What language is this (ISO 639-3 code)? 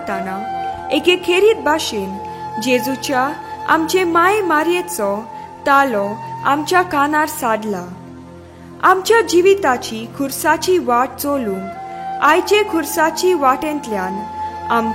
kok